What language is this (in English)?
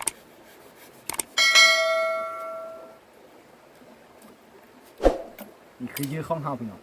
Lao